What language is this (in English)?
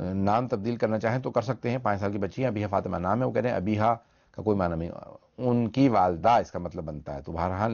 Urdu